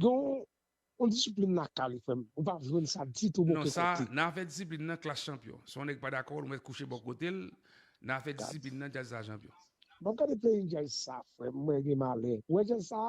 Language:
Haitian Creole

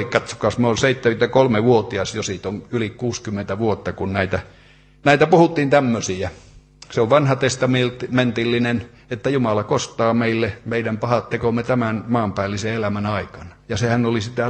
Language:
Finnish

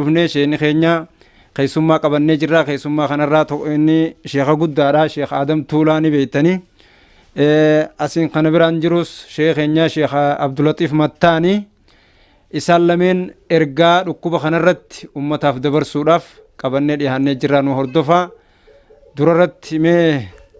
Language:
Oromo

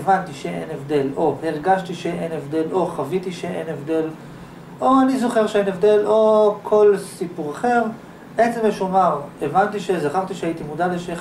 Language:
Hebrew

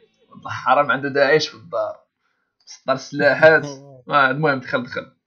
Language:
Moroccan Arabic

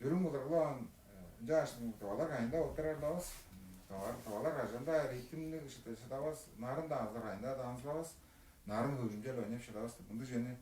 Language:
Tuvinian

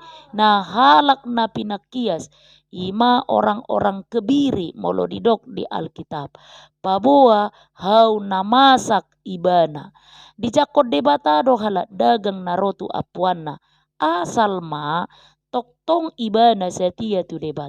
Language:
Batak Toba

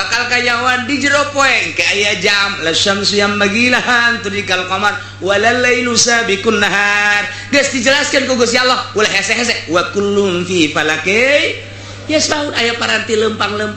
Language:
Sundanese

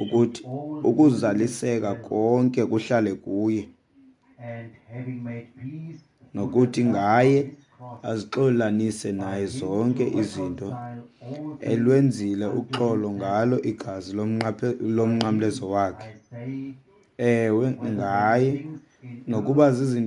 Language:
Xhosa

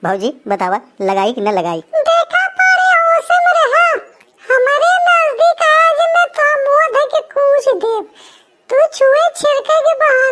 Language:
Awadhi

